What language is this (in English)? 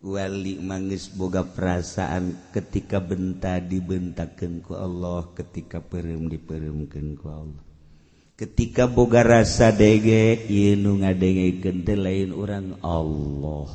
Sundanese